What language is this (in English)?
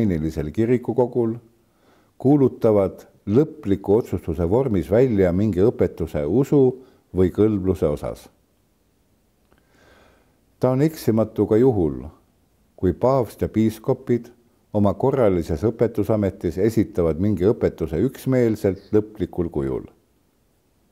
Estonian